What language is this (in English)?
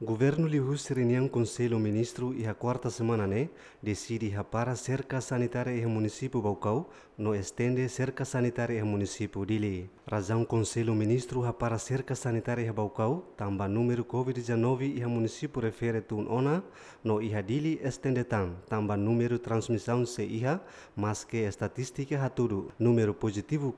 Tetum